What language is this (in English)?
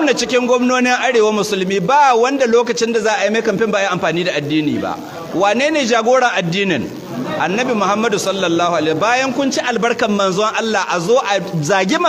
Hausa